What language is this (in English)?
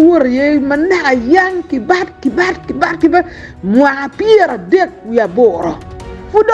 Acoli